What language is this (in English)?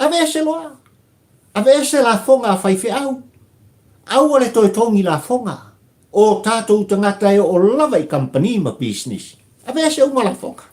Samoan